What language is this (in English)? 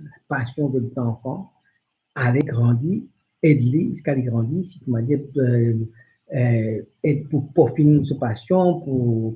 Morisyen